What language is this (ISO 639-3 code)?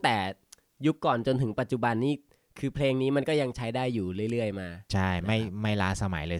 tha